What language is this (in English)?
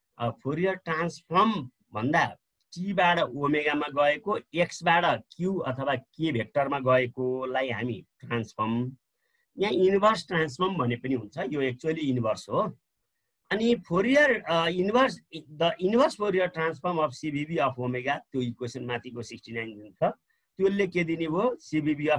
Nepali